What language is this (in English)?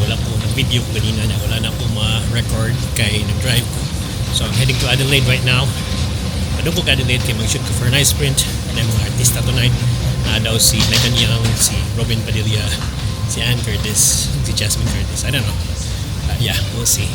Cebuano